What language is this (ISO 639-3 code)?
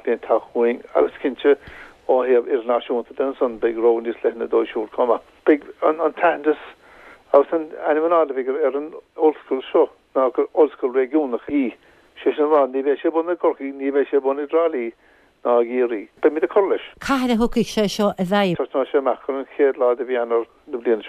gle